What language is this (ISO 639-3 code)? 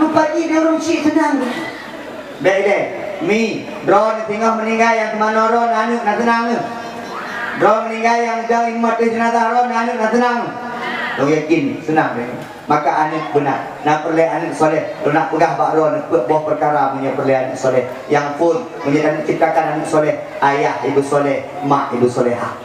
ace